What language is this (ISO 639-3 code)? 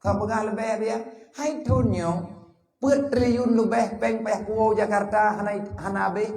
ace